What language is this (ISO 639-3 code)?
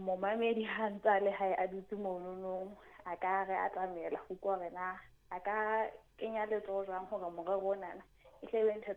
sot